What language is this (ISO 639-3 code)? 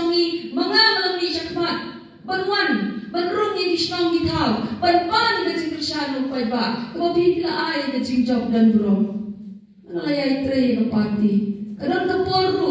kha